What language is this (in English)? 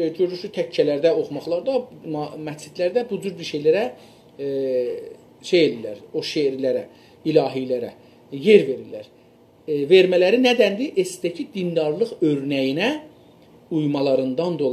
South Azerbaijani